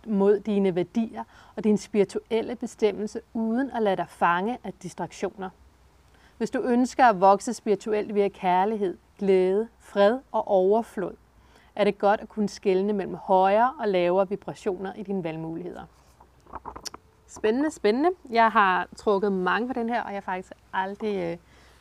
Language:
Danish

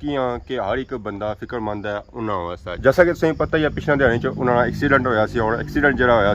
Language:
Pahari-Potwari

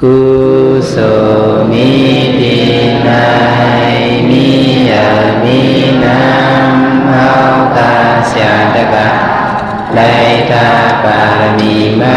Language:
Shan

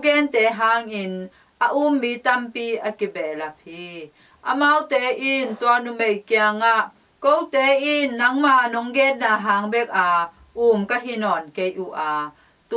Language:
Tedim Chin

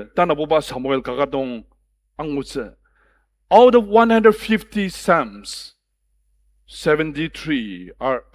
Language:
Ao Naga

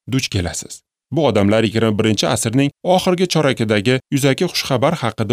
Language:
Uzbek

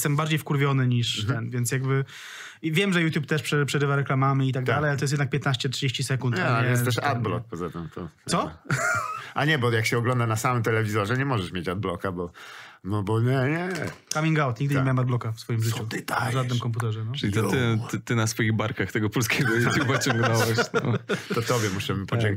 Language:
Polish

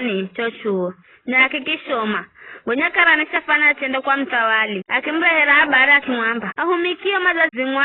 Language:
Giryama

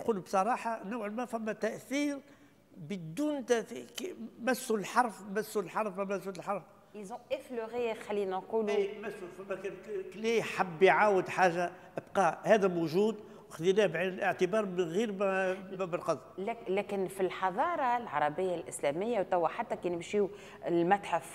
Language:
Tunisian Arabic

